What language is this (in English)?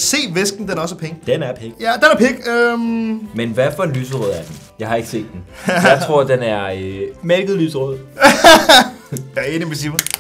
Danish